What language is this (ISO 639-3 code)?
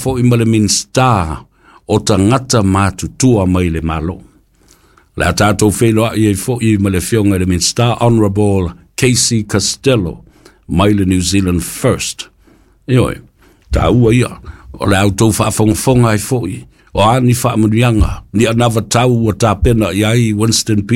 smo